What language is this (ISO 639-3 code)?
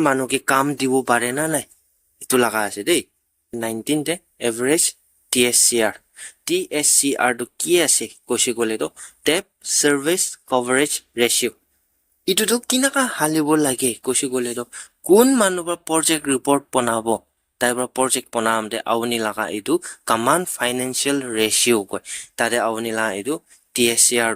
nag